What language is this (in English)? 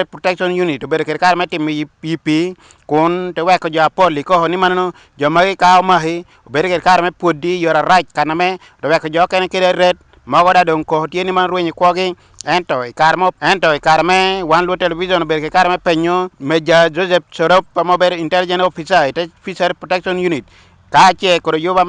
Acoli